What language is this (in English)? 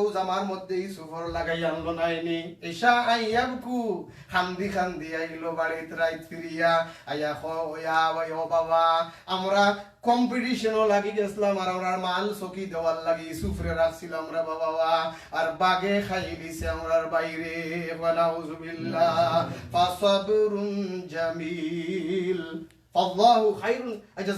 Sylheti